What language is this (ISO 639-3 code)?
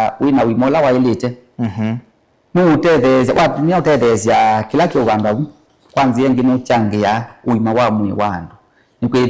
kam